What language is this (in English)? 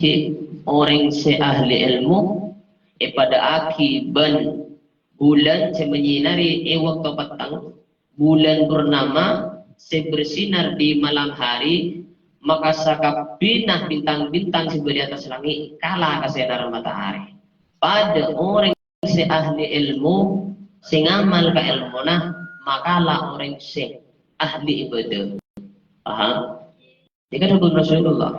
Madurese